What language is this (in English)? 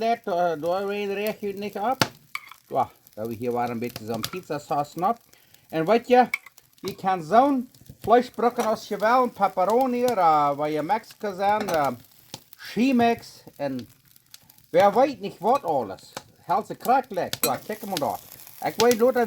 Plautdietsch